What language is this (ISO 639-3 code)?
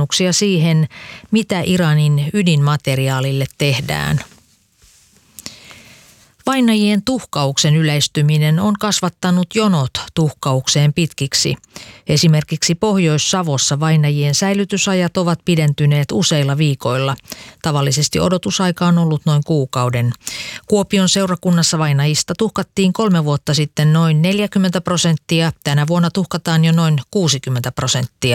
fin